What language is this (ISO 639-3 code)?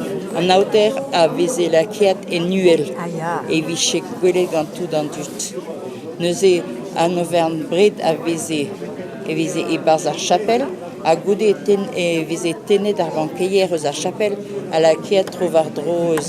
bre